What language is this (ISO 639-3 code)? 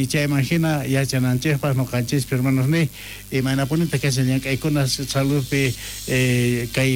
quh